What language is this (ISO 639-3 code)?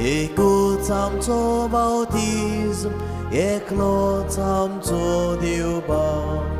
kok